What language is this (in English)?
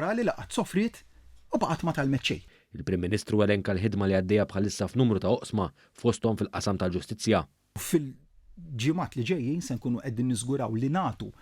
Maltese